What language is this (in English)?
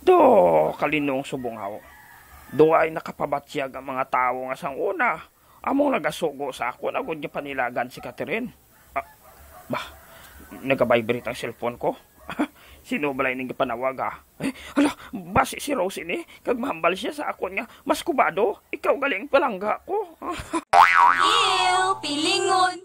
Hiligaynon